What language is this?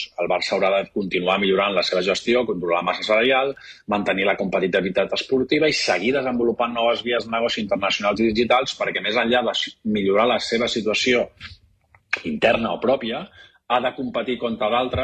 Catalan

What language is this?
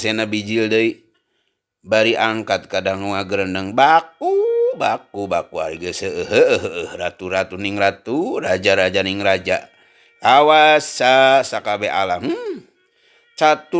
Sundanese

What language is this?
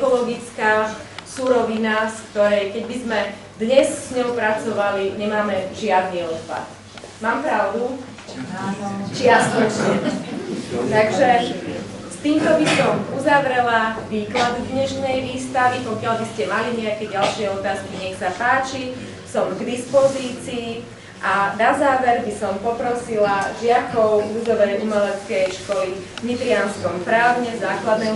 Slovak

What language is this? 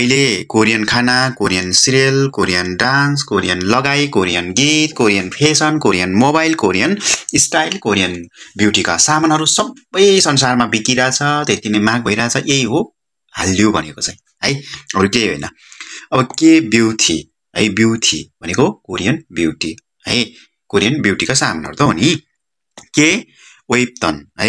Nepali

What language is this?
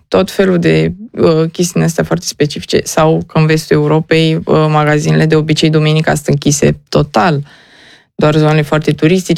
Romanian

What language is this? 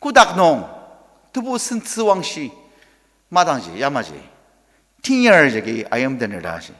Ao Naga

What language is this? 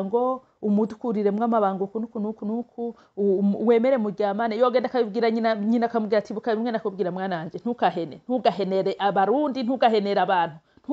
Rundi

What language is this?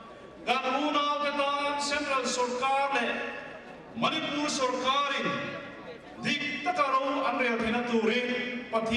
Mizo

